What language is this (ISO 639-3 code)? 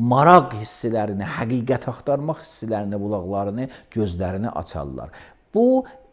aze